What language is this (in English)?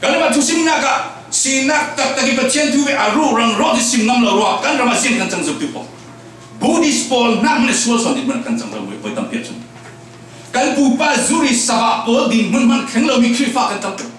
Falam Chin